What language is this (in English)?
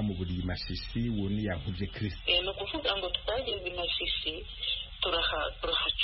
Kinyarwanda